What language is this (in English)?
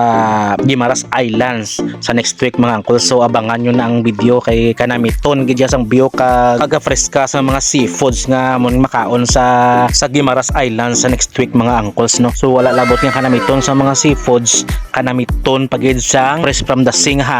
Hiligaynon